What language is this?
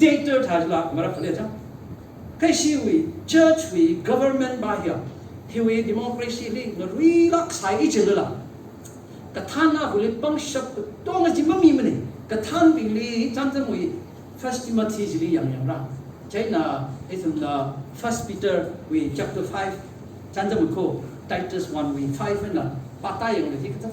Tangkhul Naga (India)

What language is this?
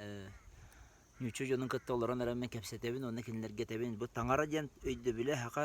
Yakut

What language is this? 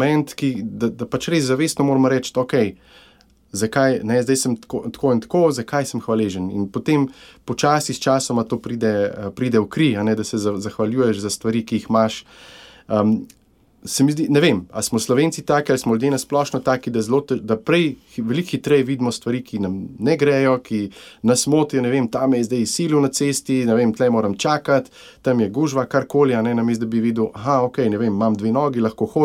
Slovenian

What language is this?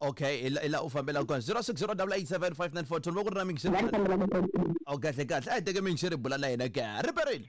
Tsonga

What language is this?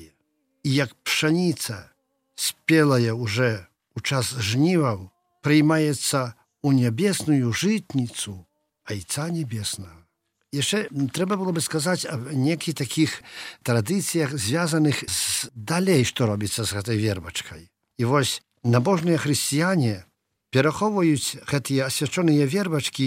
Belarusian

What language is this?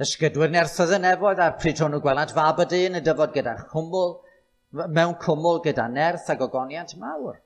Welsh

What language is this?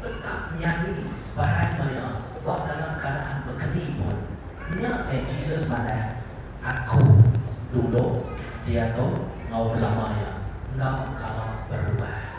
Iban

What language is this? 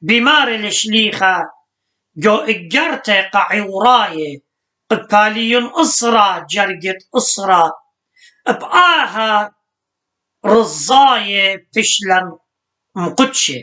Assyrian Neo-Aramaic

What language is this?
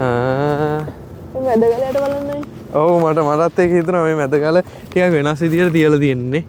Sinhala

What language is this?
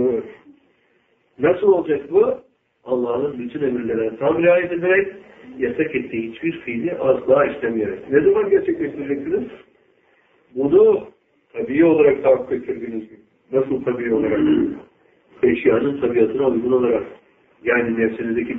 Turkish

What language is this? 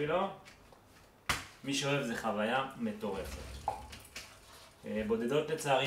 Hebrew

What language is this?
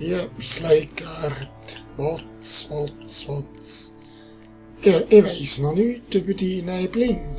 Swiss German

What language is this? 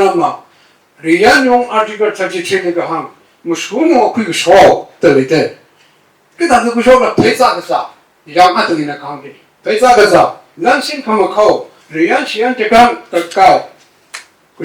Tangkhul Naga (India)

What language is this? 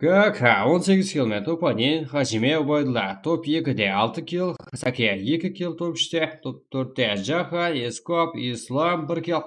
Kara-Kalpak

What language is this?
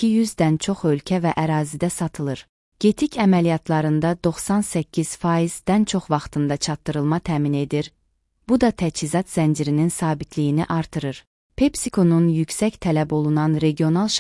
Azerbaijani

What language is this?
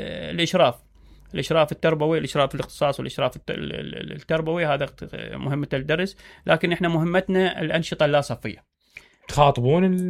Mesopotamian Arabic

